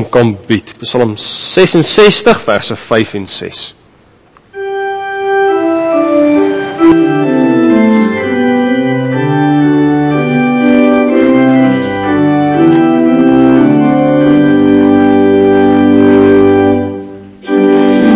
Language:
Afrikaans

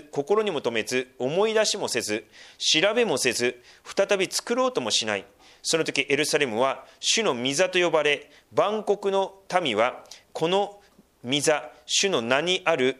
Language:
Japanese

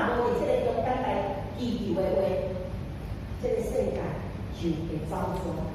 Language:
Min Nan Chinese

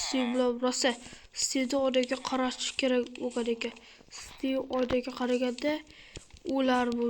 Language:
Uzbek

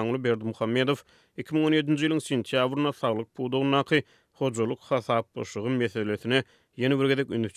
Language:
Turkmen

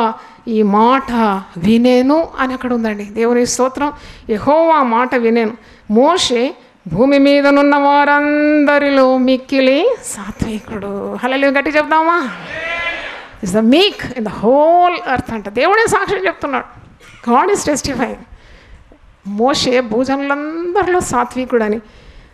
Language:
Telugu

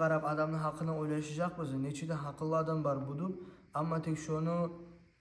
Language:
Kumyk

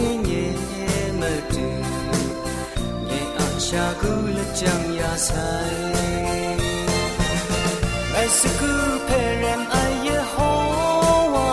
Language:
Thai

